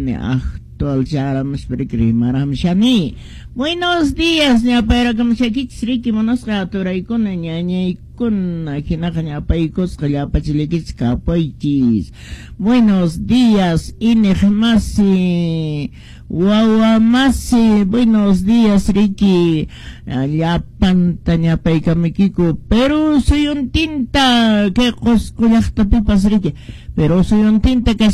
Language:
Quechua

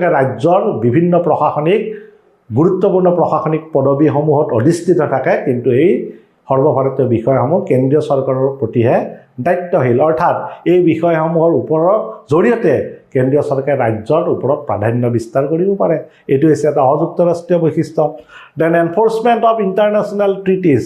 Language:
Assamese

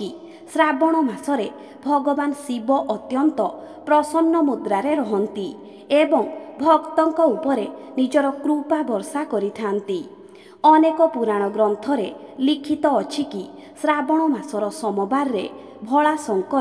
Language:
Odia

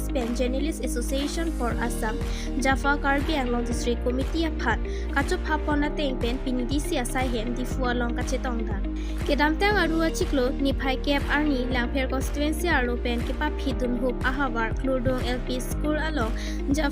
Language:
Karbi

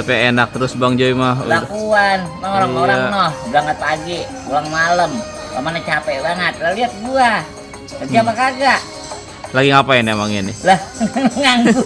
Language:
Betawi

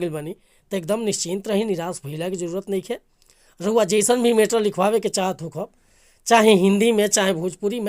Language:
Bhojpuri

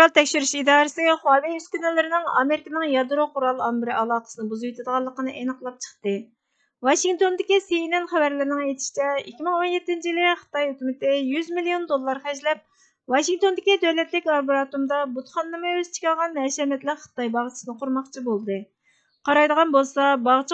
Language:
Uyghur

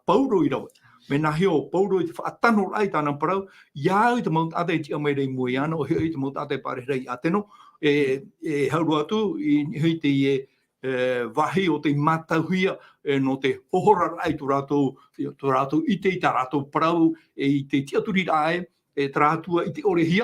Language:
Tahitian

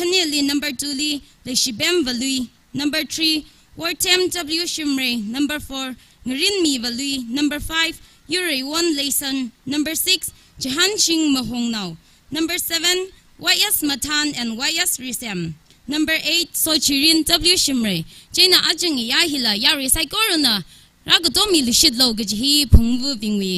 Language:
Tangkhul Naga (India)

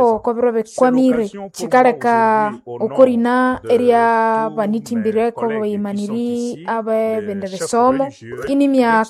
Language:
Nande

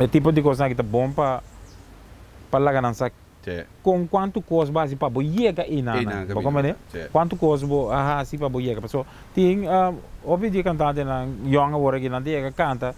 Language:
Papiamento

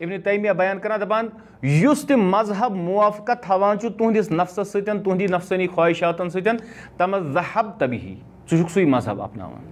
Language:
Kashmiri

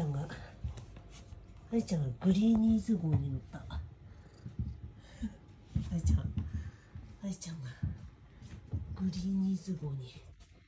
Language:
Japanese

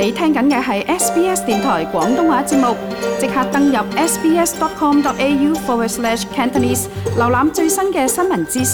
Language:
Cantonese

